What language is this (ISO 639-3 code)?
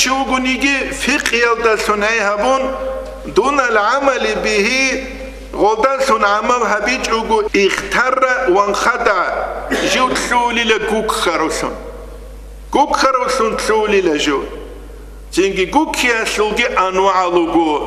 ava